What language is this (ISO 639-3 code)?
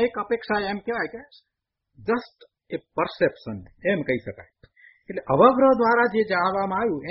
guj